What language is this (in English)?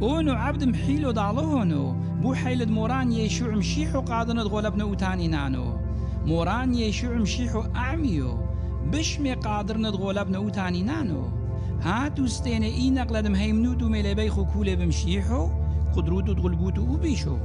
Turoyo